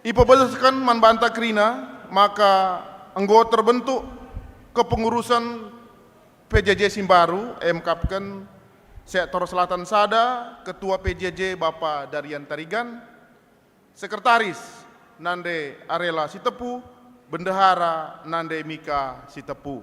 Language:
Batak Karo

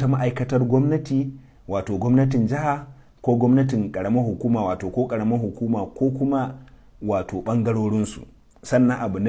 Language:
Hausa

